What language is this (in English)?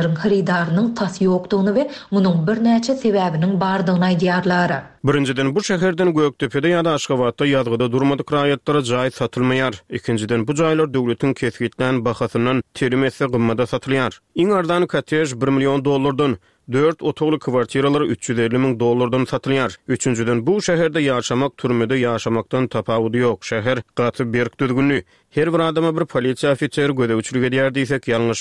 Turkmen